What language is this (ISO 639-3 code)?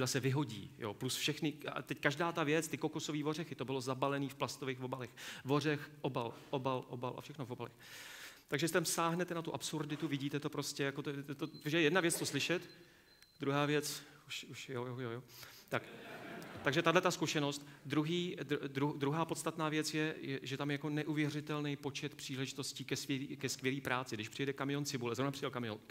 ces